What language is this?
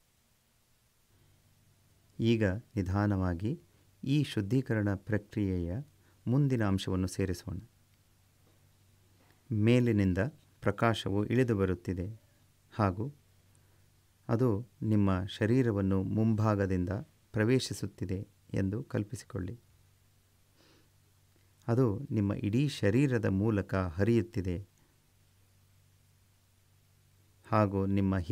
Kannada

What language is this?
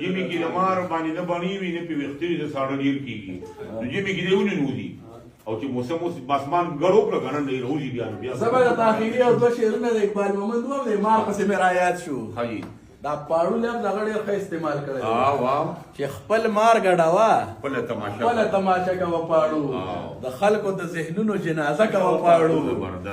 Pashto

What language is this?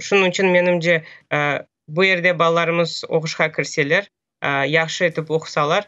Crimean Tatar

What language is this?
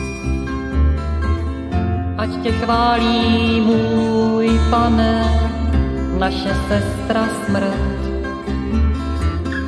Czech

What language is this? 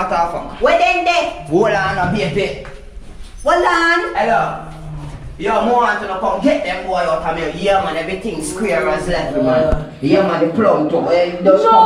Jamaican Creole English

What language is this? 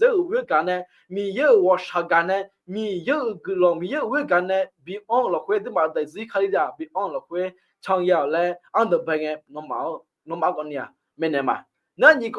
Akha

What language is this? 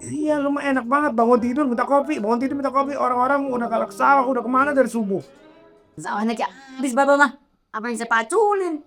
Betawi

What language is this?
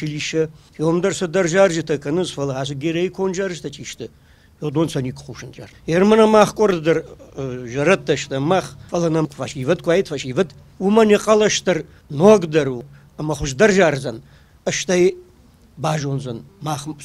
Ossetic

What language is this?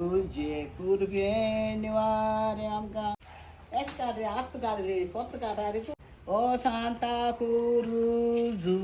Konkani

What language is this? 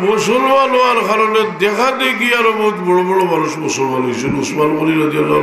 Sylheti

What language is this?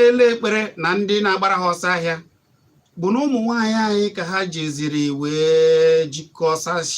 Igbo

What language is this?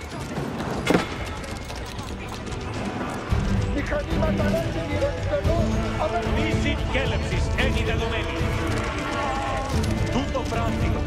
Greek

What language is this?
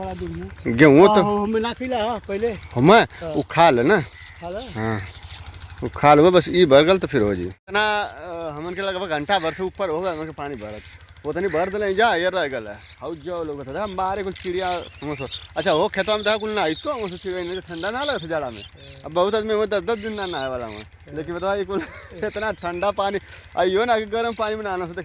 Bhojpuri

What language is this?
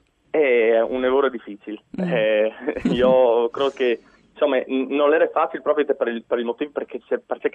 Friulian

